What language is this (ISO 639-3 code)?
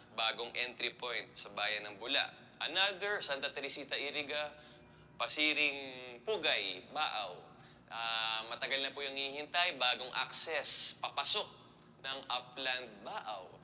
bik